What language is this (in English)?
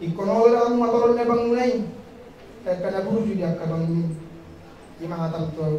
Batak Toba